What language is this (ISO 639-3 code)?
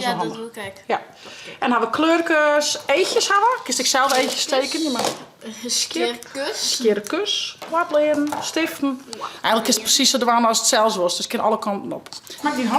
fry